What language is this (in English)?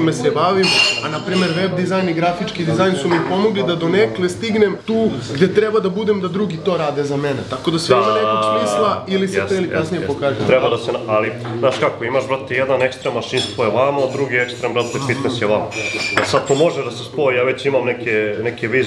Serbian